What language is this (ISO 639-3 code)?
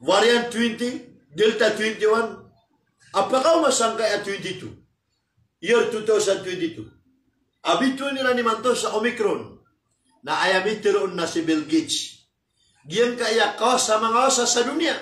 mrw